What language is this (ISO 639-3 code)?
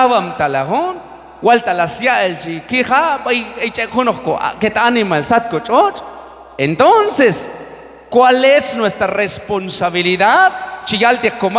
kjb